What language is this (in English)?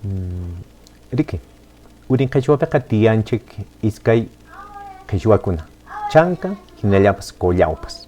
Quechua